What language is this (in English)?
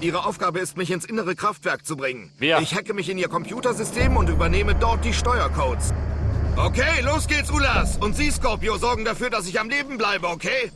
Bavarian